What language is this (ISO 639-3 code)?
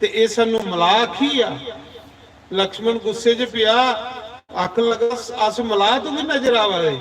doi